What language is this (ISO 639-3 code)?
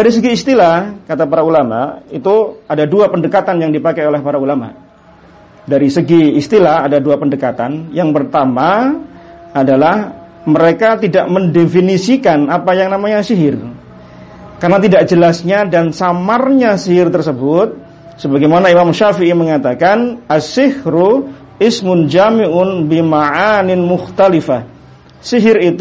ind